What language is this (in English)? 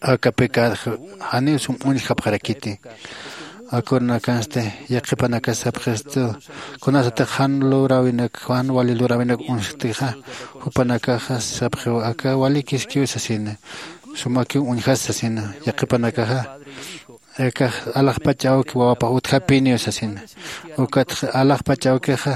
Aymara